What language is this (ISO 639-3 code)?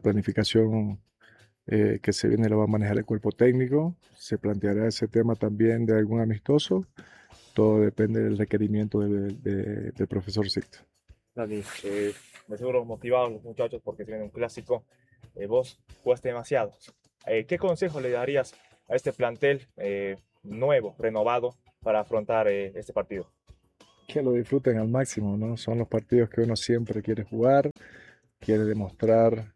spa